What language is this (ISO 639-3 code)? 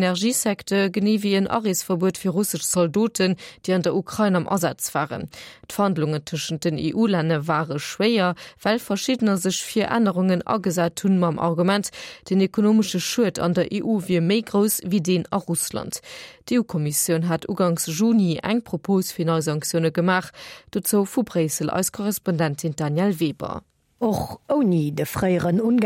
ltz